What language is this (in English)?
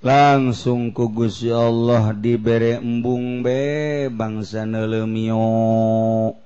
Sundanese